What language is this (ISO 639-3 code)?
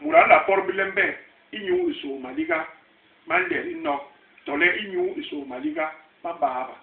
bas